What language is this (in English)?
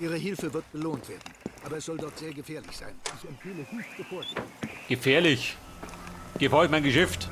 Bavarian